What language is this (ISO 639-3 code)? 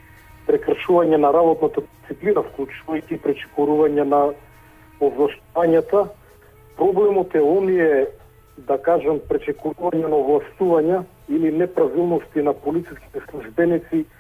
mkd